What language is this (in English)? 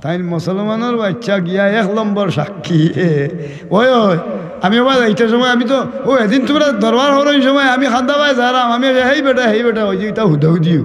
Sylheti